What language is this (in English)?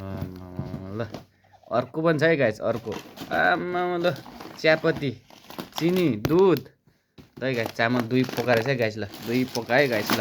Nepali